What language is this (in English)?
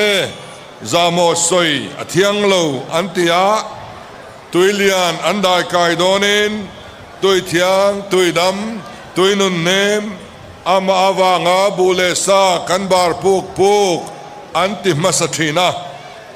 Hakha Chin